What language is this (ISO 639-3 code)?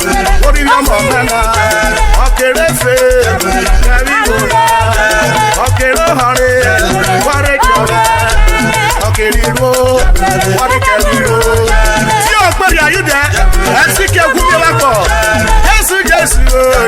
urh